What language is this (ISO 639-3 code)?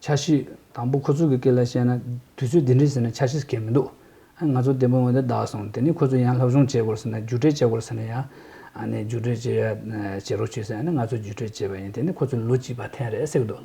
tyv